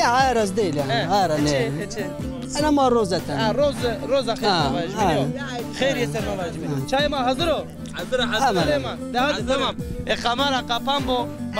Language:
Zaza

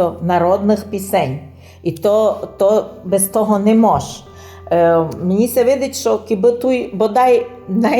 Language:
Rusyn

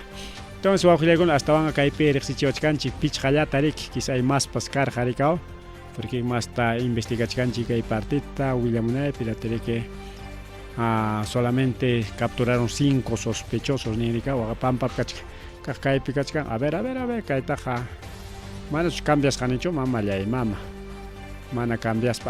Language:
Ayacucho Quechua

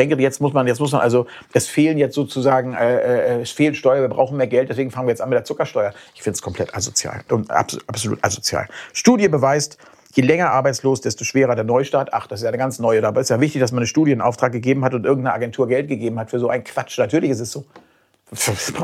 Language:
German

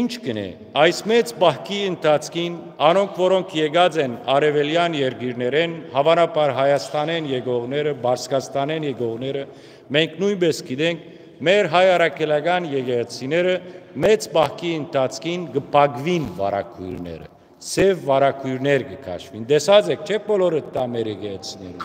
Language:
Western Armenian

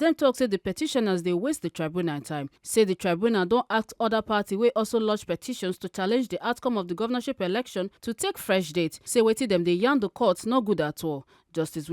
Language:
Nigerian Pidgin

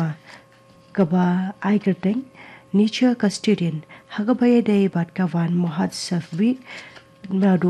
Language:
Khasi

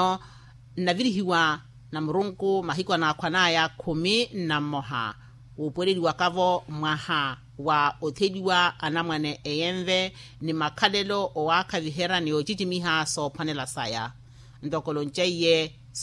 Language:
Makhuwa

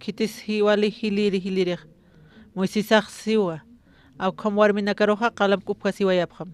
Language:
Aymara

